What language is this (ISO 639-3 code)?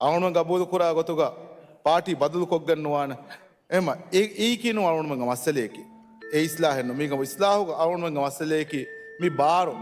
div